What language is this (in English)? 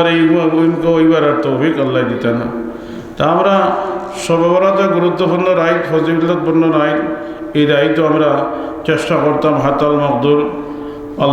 Sylheti